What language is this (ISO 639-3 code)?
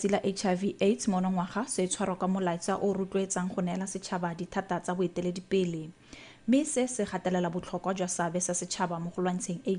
tsn